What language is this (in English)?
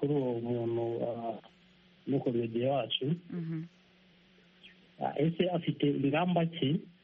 Kinyarwanda